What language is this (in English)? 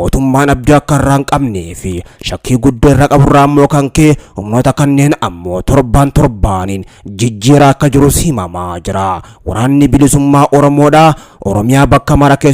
Oromo